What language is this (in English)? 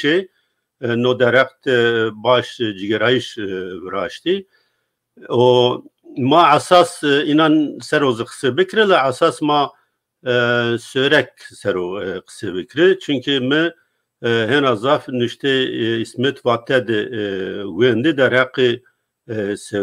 Zaza